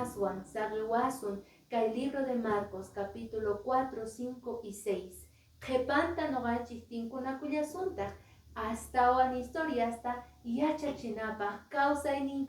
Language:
Quechua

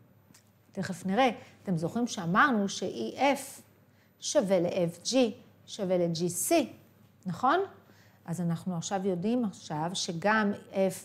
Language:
Hebrew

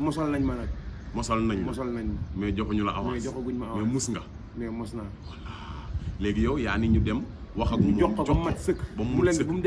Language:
Wolof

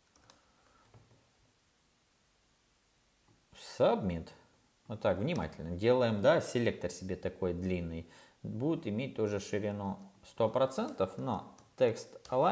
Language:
Russian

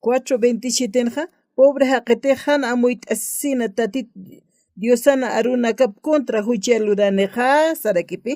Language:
Aymara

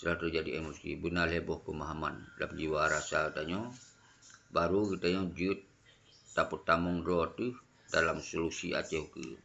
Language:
Achinese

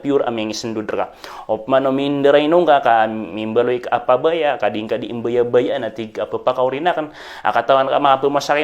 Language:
Maranao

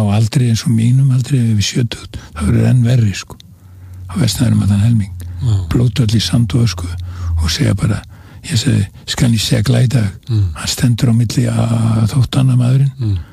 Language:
Icelandic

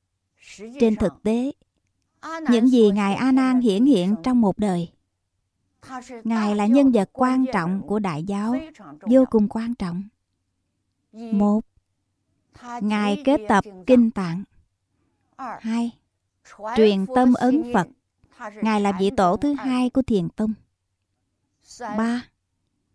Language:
Vietnamese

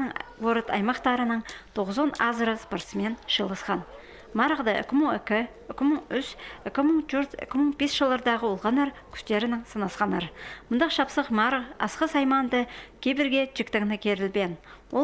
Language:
Khakas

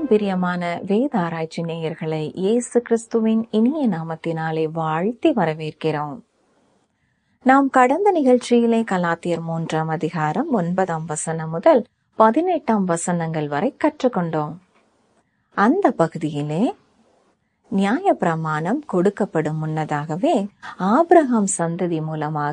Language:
Tamil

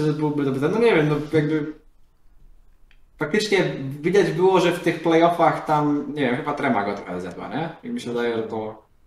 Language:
Polish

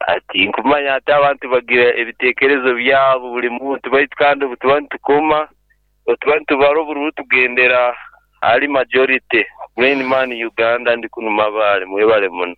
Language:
Nyankole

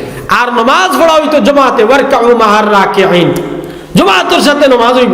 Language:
Sylheti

